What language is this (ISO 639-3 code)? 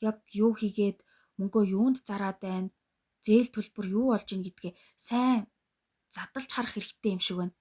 mon